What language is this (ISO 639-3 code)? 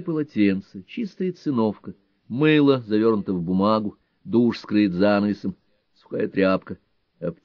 rus